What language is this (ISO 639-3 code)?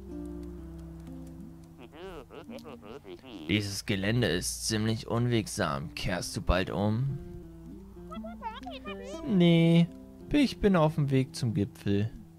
deu